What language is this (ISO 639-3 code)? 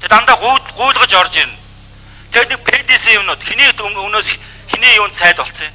mon